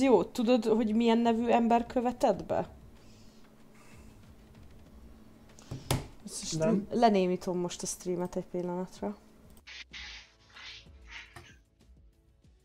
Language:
Hungarian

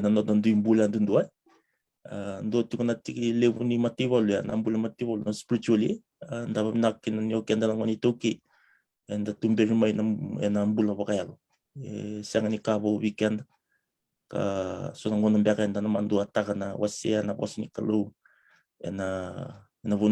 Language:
Fijian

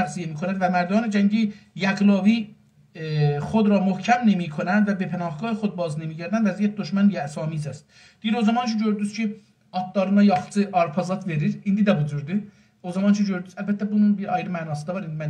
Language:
South Azerbaijani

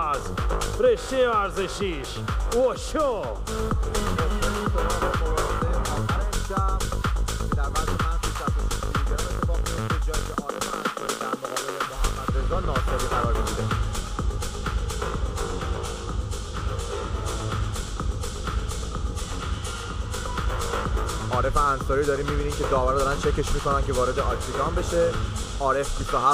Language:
Persian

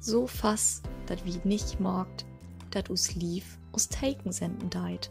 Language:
Low German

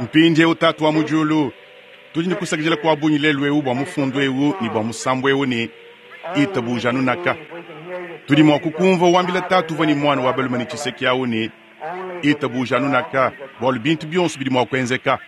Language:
Luba-Lulua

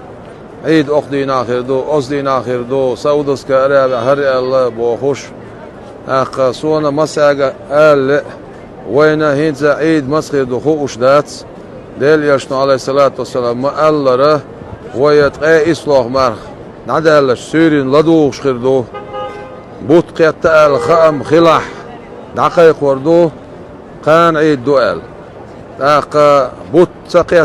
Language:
Chechen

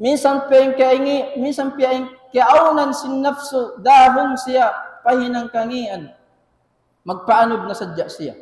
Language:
Tausug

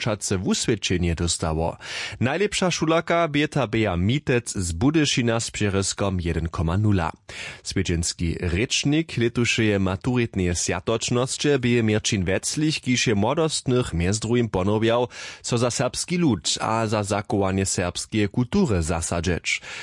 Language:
Upper Sorbian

